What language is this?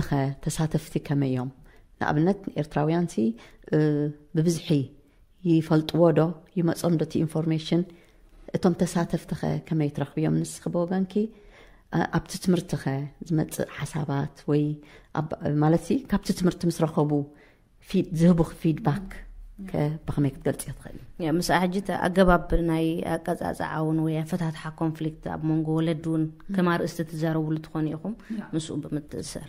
Tigrinya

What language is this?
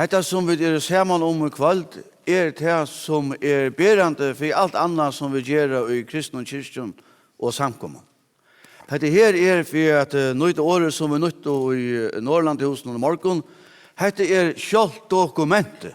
Faroese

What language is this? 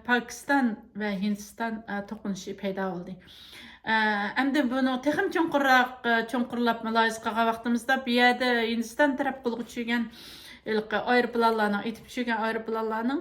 Uyghur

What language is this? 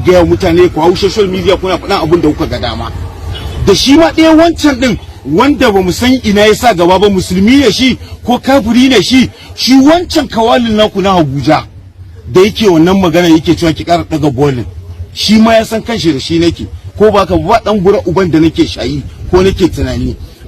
Hausa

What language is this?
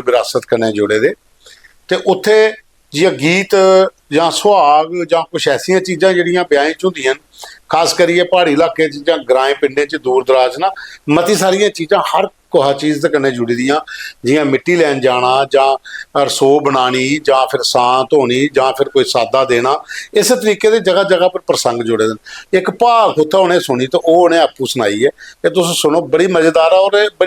Dogri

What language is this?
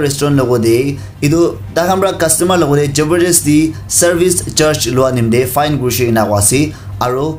Naga Pidgin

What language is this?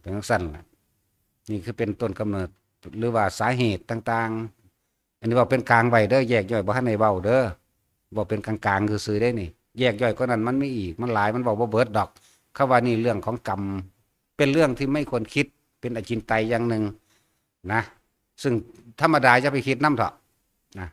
Northeastern Thai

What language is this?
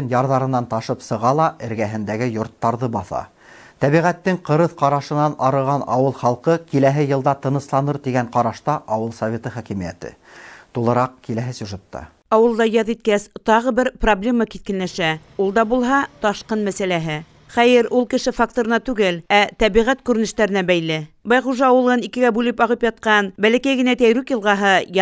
Bashkir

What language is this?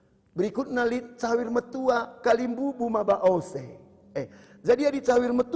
Batak Karo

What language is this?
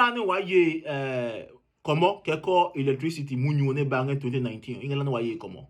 Adangme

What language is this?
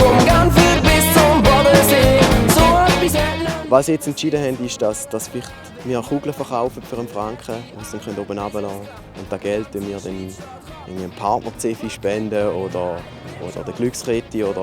Romansh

